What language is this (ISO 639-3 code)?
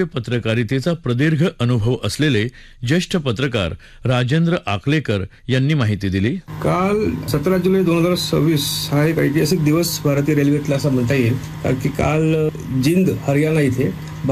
mar